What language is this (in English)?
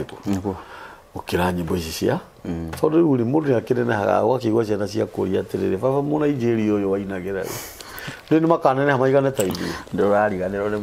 Kikuyu